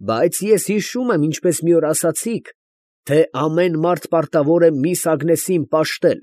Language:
Armenian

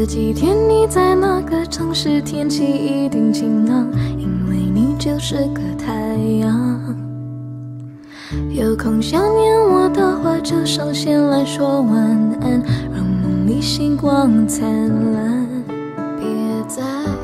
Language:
Chinese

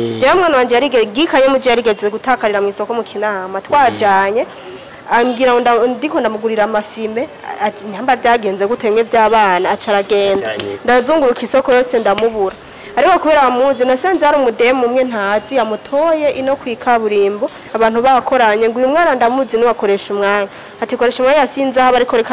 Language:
Rundi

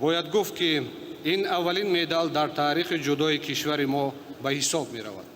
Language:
Tajik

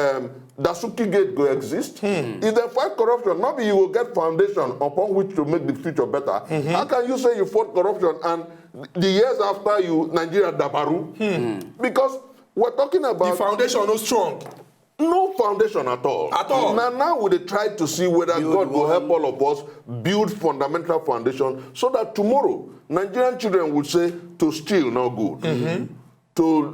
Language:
Nigerian Pidgin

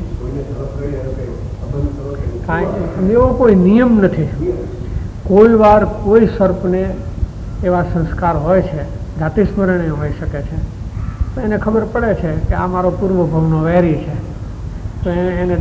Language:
Gujarati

